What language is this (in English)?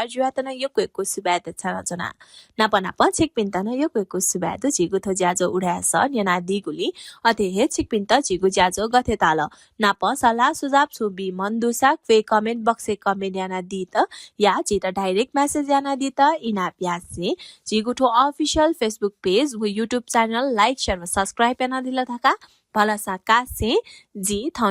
Newari